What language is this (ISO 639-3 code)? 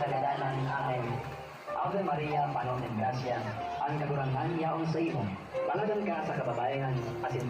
bik